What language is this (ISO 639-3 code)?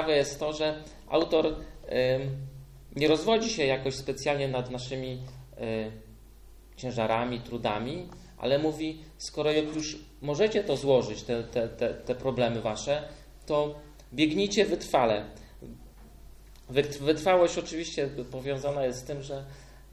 pol